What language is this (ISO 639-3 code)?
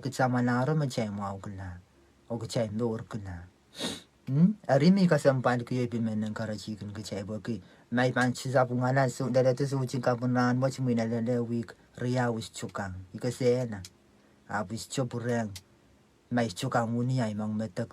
pon